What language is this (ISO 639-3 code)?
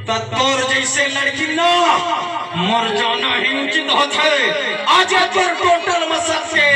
hne